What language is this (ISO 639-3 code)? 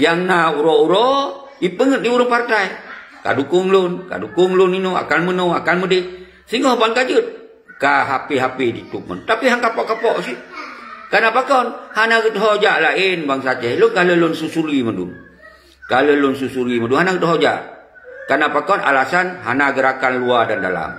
ace